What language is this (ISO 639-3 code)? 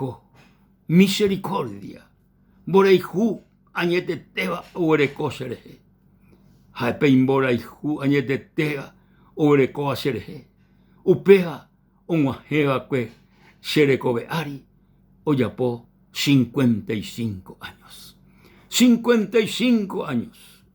grn